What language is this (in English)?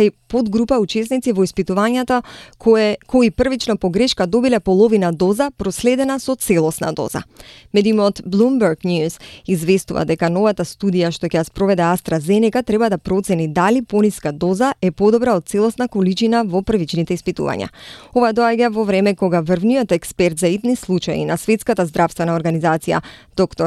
Macedonian